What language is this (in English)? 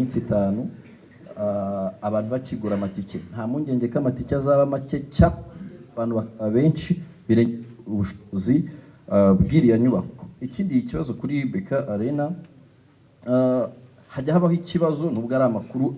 Kinyarwanda